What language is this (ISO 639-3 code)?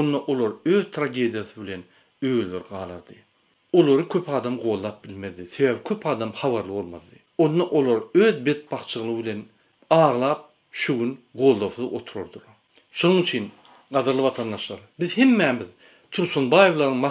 tuk